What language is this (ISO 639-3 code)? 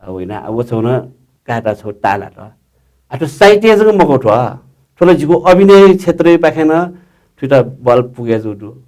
new